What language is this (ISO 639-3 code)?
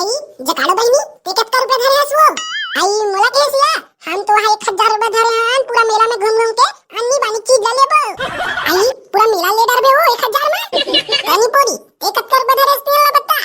hne